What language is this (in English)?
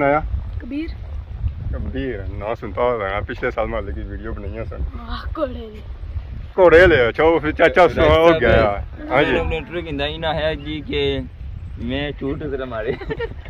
Pahari-Potwari